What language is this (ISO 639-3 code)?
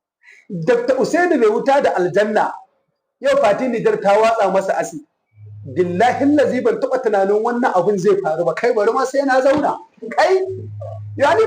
hau